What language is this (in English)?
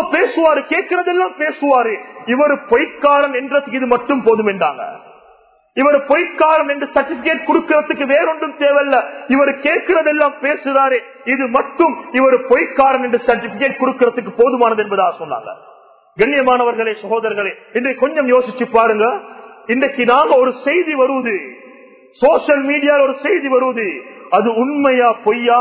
Tamil